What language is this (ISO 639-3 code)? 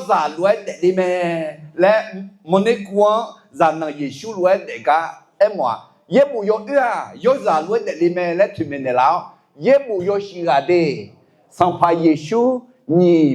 ahk